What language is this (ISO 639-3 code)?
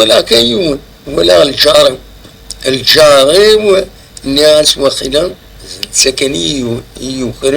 kab